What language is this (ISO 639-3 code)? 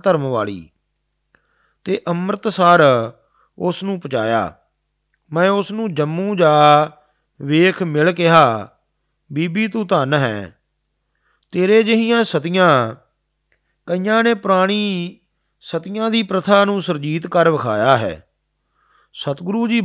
pan